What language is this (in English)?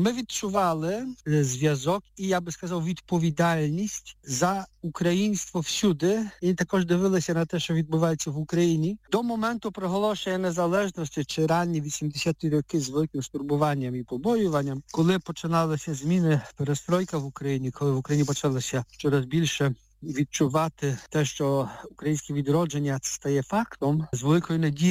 Ukrainian